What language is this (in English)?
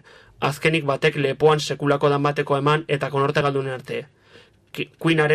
Basque